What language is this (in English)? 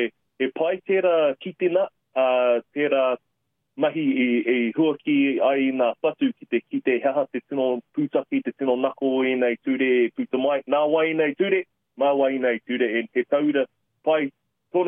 Māori